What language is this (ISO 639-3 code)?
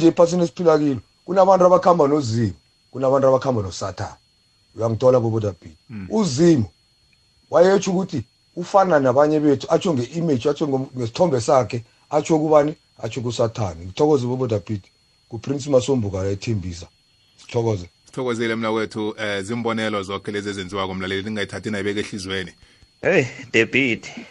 nbl